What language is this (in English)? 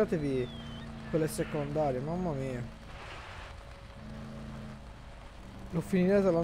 Italian